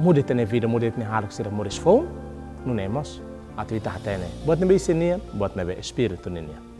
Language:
Tetum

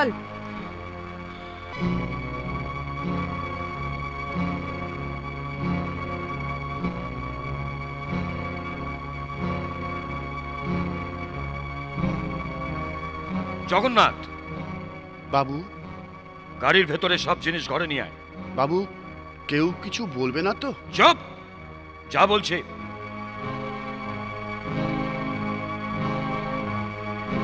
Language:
Bangla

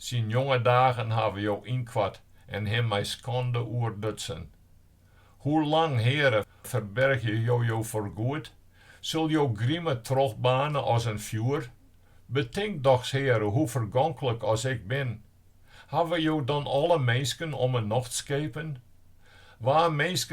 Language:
Western Frisian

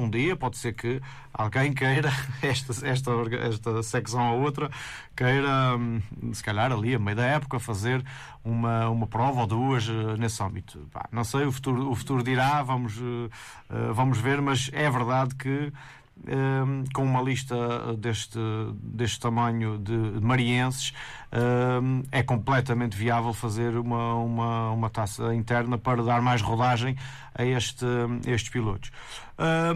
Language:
Portuguese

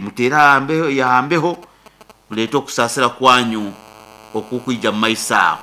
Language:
Nyankole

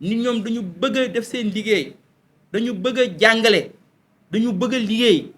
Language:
Wolof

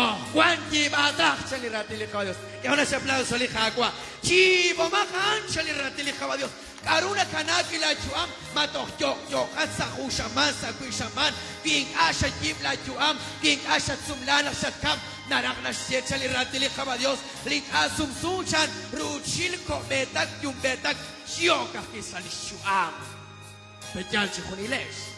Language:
Kekchí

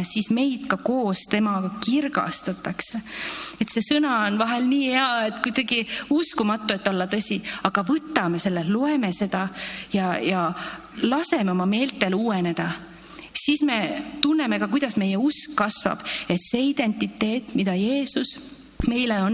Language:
Estonian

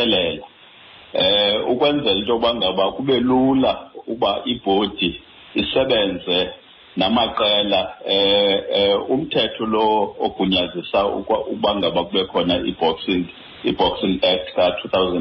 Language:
Xhosa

